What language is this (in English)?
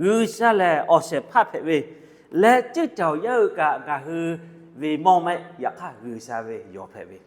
Lahu